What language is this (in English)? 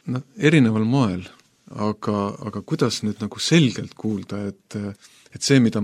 Estonian